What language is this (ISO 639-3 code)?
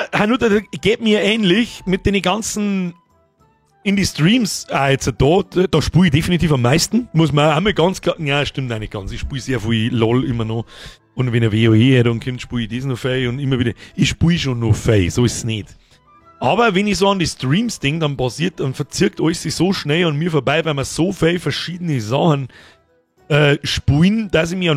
bar